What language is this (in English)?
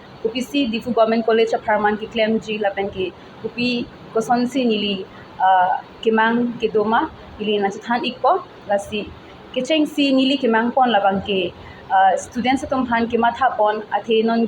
Karbi